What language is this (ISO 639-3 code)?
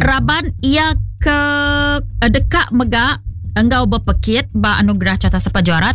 iba